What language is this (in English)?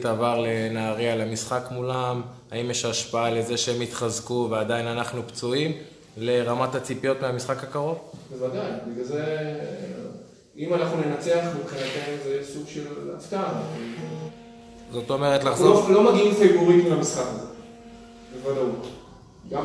Hebrew